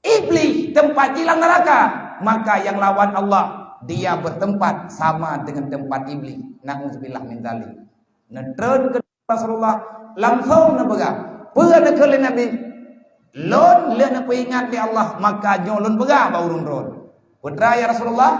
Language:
Achinese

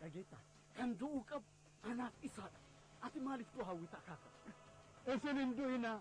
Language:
Oromo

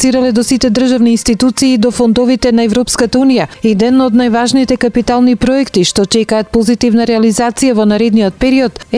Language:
Macedonian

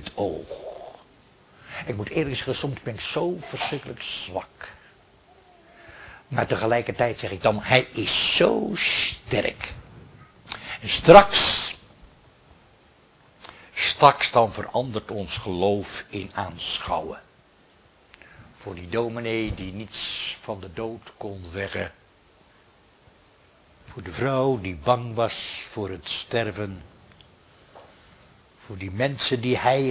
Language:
Dutch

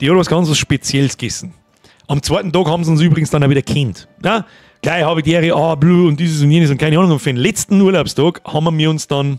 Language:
Bavarian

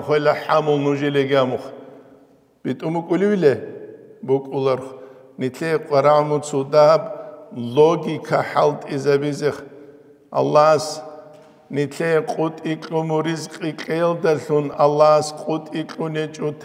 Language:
Avaric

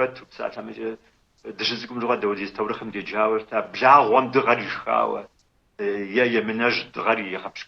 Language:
Kabardian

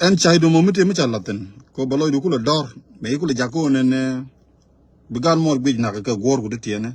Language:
Nuer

